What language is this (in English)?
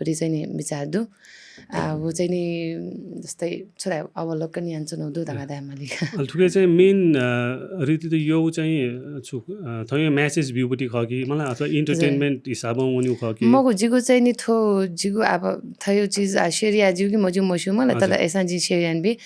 Newari